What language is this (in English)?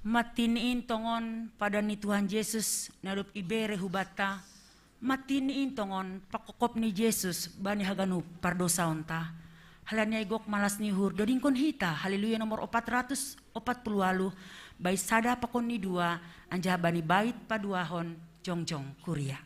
Batak Simalungun